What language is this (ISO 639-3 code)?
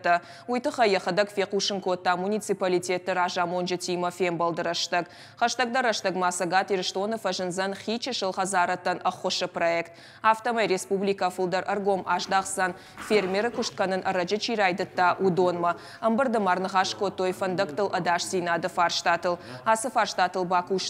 oss